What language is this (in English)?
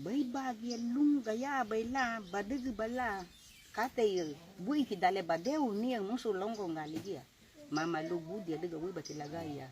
Garifuna